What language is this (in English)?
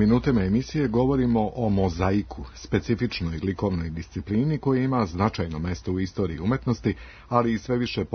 Serbian